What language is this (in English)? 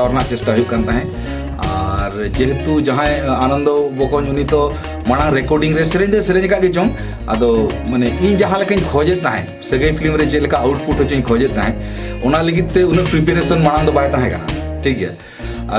Santali